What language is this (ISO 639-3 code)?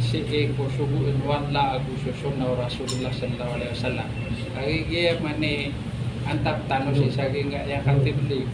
mrw